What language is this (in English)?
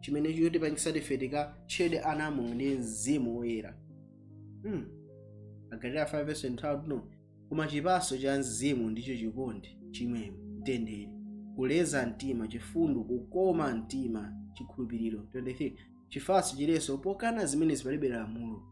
Nyanja